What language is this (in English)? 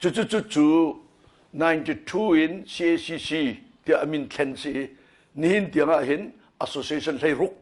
Hakha Chin